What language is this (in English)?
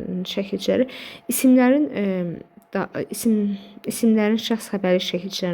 Azerbaijani